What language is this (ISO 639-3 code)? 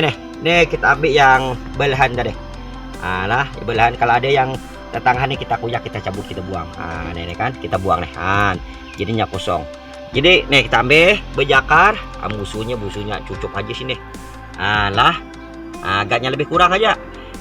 bjn